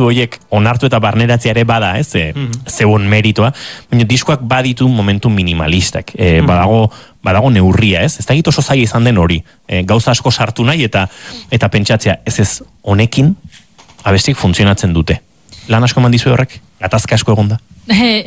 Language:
Basque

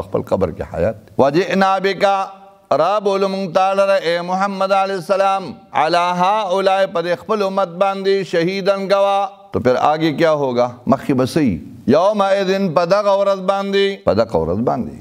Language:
Pashto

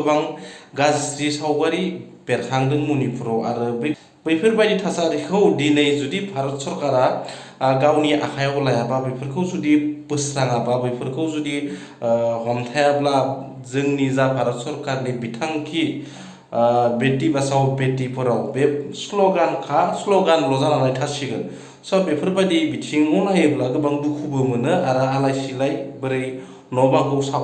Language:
Bodo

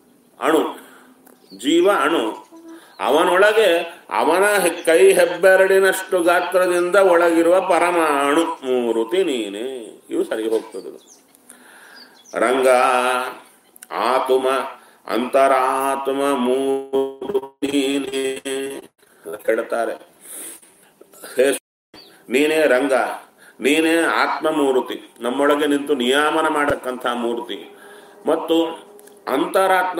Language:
Kannada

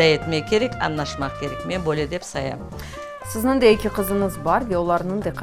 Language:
Crimean Tatar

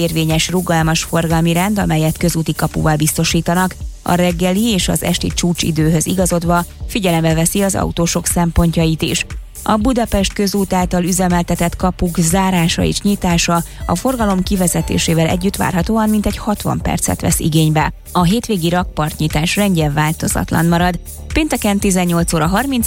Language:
Hungarian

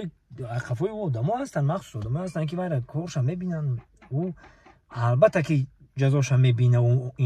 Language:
Tajik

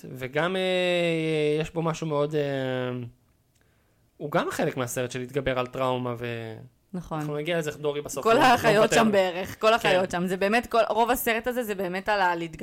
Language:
Hebrew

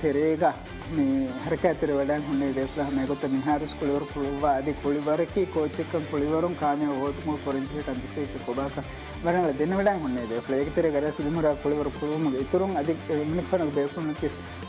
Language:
Divehi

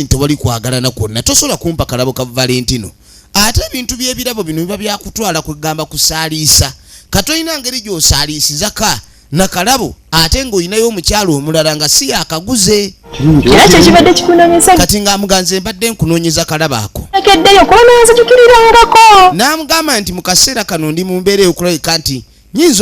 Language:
Ganda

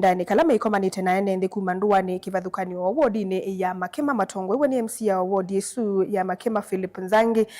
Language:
Kamba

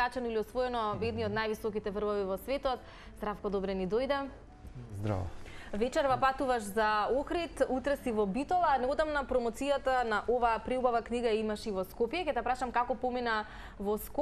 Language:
Macedonian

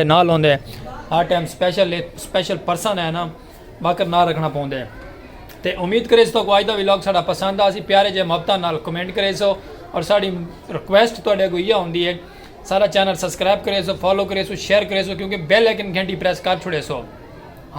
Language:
Saraiki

